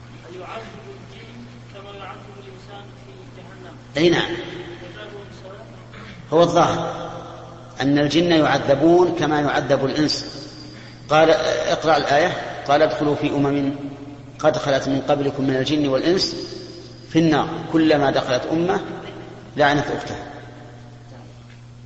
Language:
Arabic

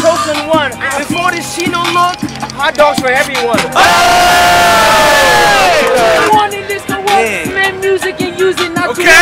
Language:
English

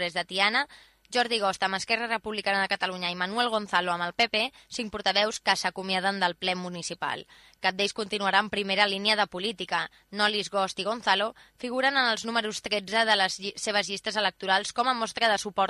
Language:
Catalan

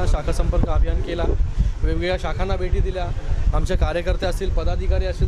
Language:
Marathi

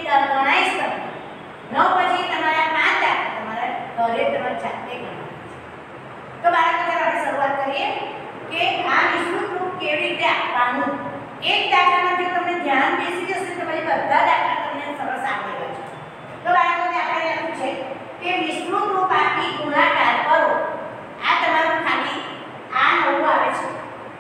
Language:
Gujarati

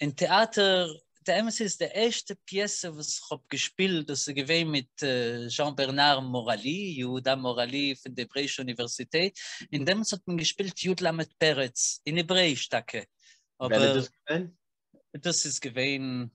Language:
Yiddish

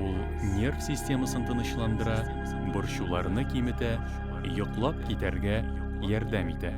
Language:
Tatar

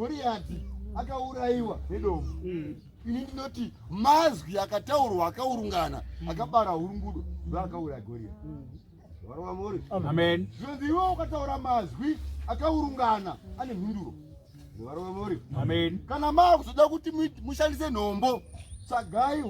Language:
Shona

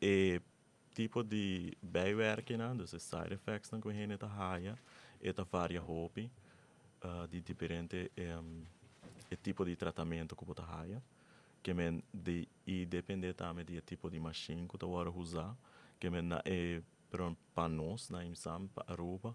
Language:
Papiamento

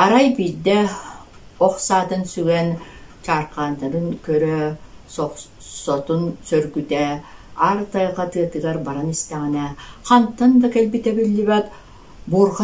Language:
Yakut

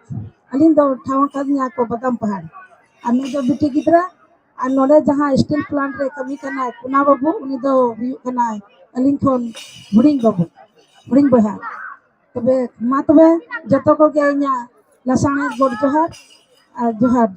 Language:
Santali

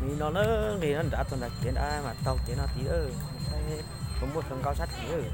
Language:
Hmong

